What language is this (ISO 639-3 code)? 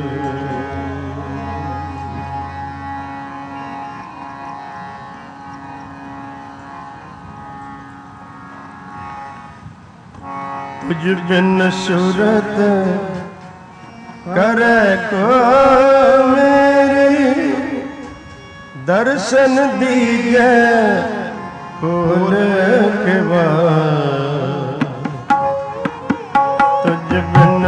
pan